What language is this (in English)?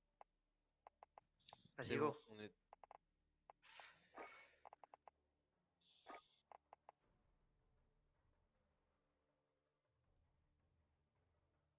French